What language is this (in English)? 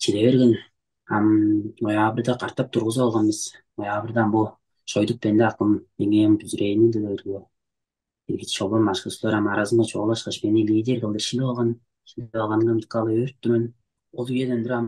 Tuvinian